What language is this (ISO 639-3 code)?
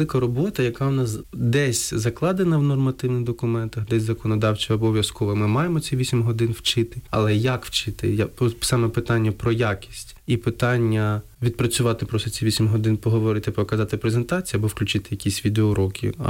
ukr